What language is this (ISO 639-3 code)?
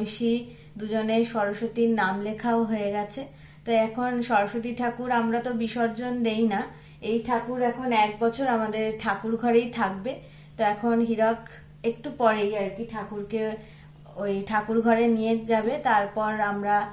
ben